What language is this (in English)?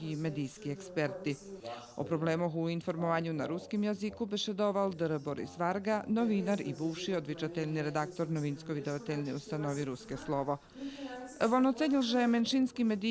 Rusyn